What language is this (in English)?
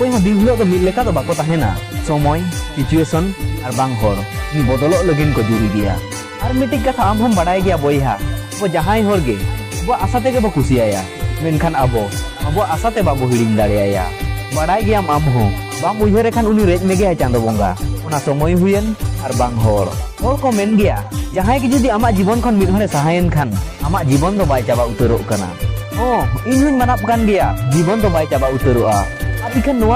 Santali